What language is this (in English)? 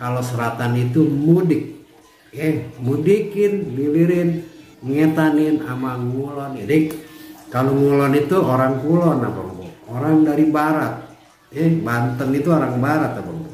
Betawi